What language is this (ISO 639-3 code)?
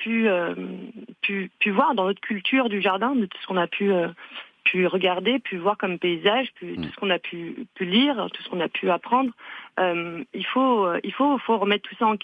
fra